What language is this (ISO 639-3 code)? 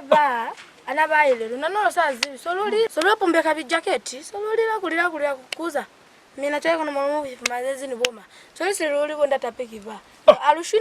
loz